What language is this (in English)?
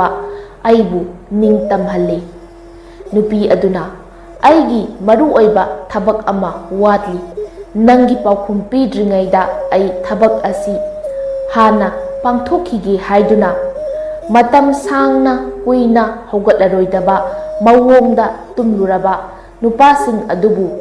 Manipuri